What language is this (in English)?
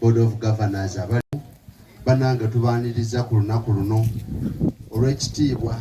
Ganda